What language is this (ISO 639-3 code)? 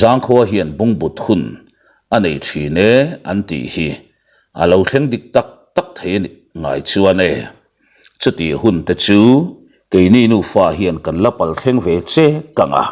lus